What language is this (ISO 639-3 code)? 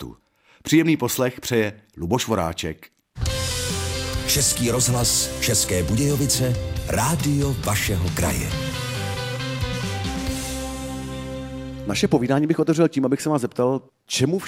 ces